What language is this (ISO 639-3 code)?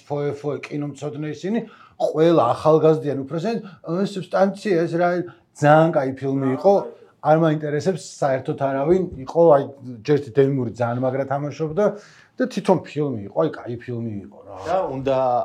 kat